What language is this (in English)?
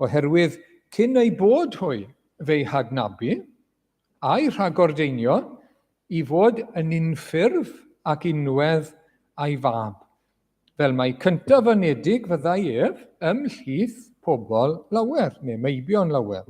Welsh